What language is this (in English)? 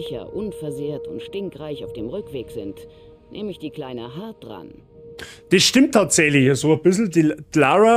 Bavarian